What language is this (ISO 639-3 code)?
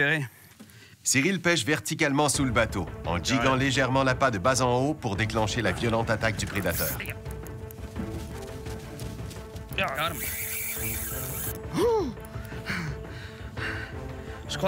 fra